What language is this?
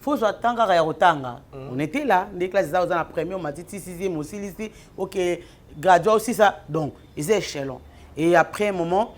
Lingala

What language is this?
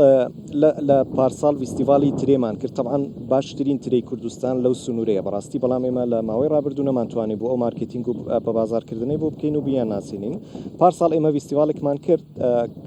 Central Kurdish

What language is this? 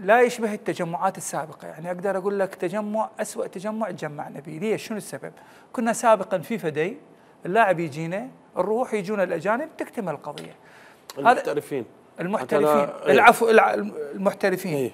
Mesopotamian Arabic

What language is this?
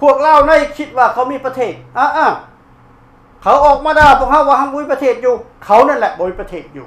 Lao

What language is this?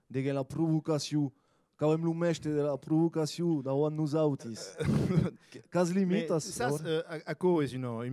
Occitan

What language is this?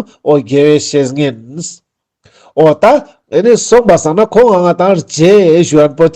Ladakhi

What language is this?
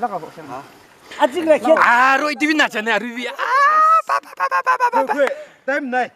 Naga Pidgin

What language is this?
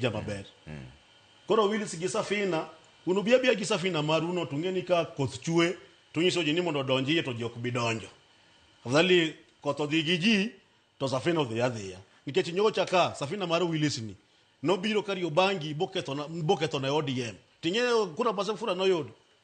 Luo (Kenya and Tanzania)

